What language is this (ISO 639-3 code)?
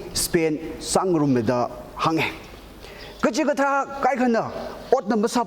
nmf